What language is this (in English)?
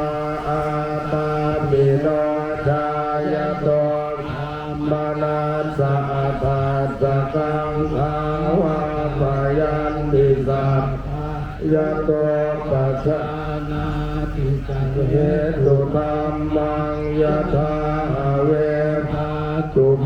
Pali